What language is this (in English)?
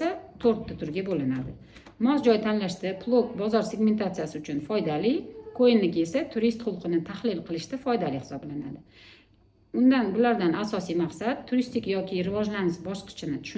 Uzbek